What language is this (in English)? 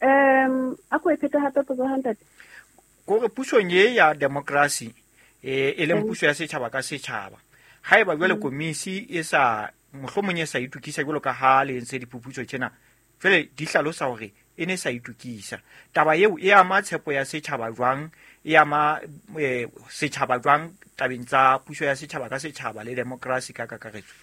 Southern Sotho